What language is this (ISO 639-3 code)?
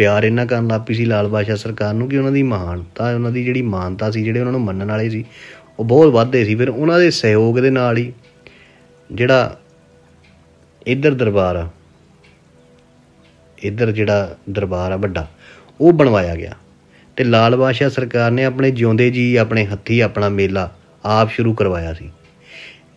pan